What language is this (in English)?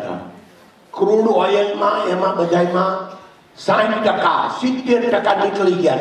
Gujarati